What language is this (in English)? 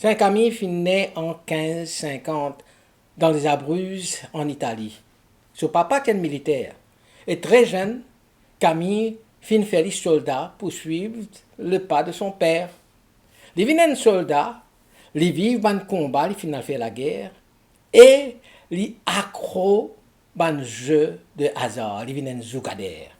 Morisyen